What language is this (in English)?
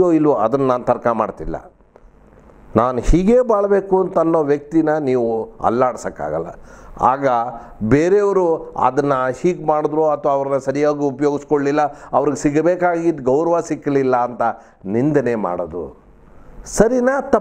Kannada